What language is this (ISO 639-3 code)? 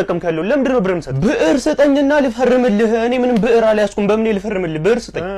amh